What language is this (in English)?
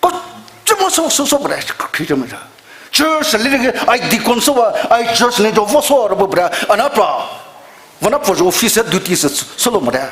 Poumei Naga